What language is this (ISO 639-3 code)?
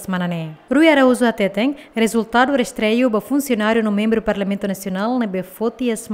tet